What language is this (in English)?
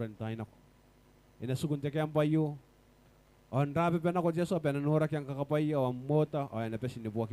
Gilbertese